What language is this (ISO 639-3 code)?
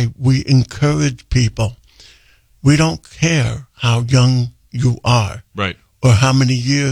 eng